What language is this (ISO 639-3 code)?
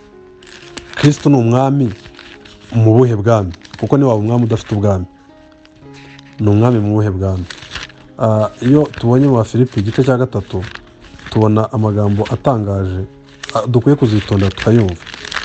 kin